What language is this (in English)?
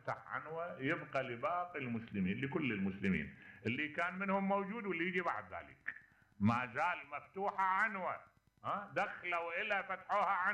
Mesopotamian Arabic